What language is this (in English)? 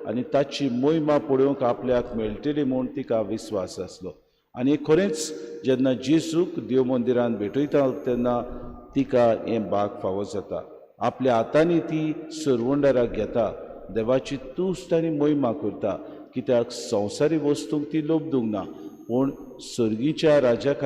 Konkani